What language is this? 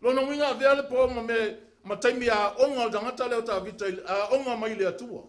Samoan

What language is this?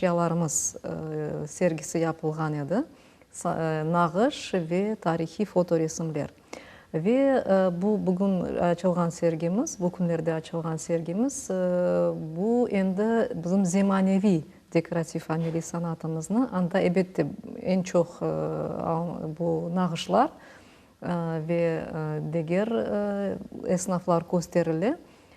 Crimean Tatar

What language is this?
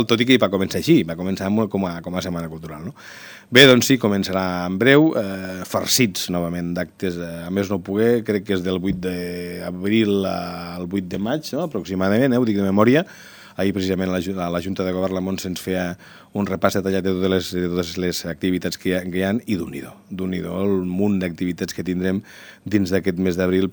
Catalan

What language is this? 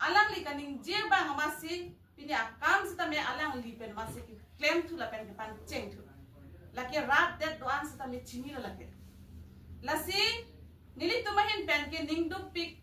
Karbi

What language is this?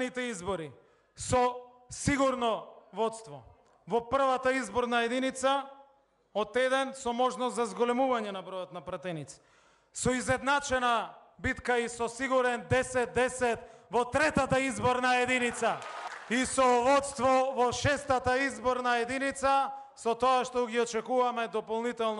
Macedonian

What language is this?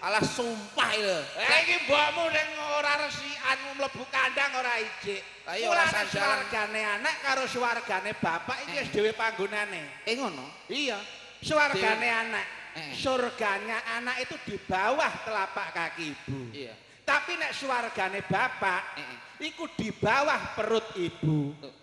Javanese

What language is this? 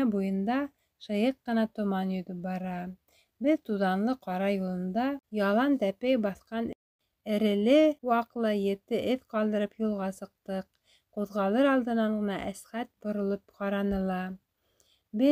Bashkir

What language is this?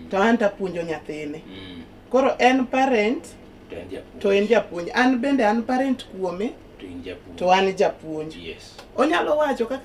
Luo (Kenya and Tanzania)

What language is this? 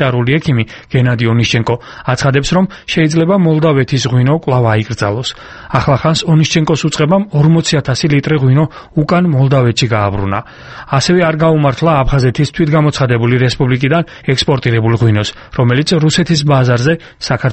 Georgian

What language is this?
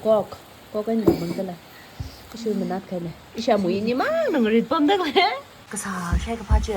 Tangkhul Naga (India)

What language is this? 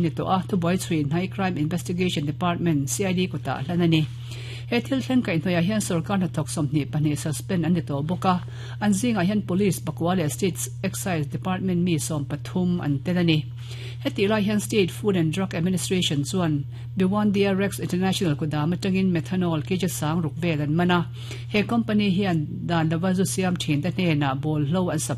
Mizo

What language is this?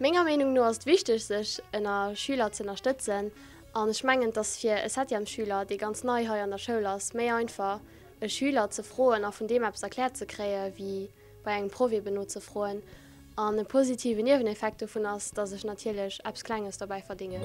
Luxembourgish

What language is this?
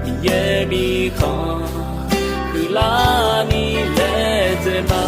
Akha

